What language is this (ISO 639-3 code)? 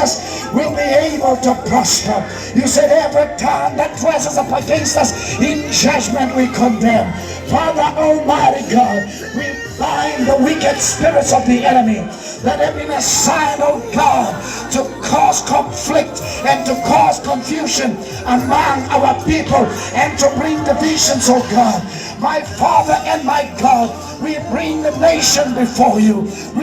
tsn